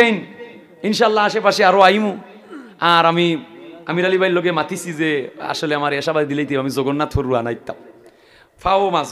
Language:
Sylheti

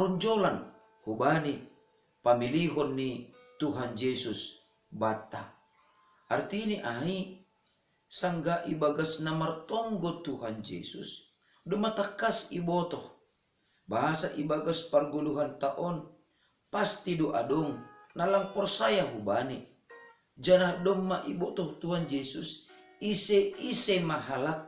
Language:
Batak Simalungun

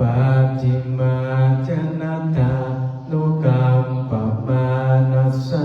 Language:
Pali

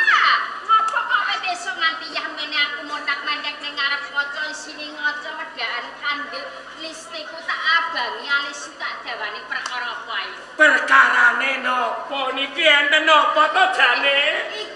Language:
Javanese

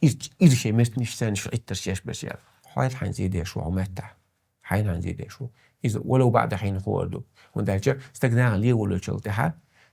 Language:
Chechen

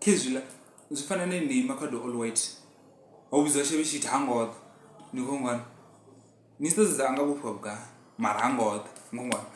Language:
Venda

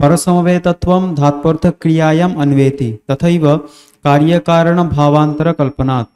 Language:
Sanskrit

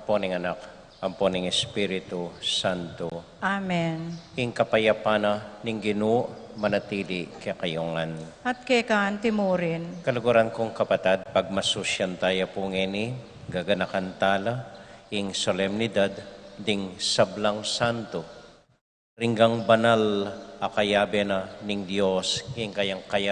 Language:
Pampanga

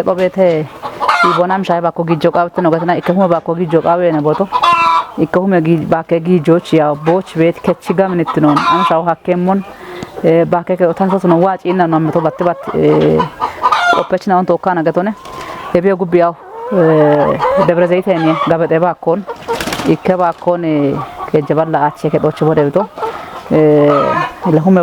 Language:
Kafa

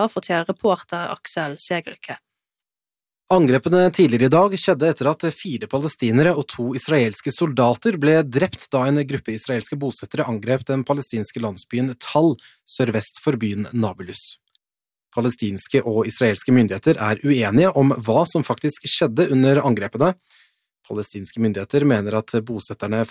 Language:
Norwegian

